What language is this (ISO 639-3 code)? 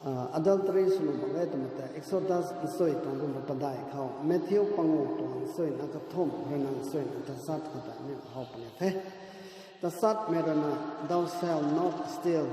nbu